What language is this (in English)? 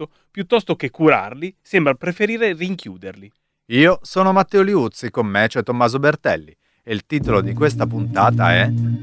Italian